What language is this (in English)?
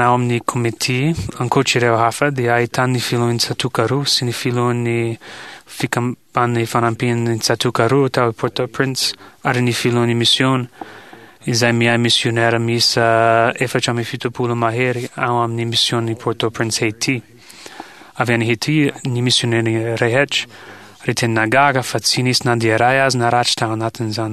Malagasy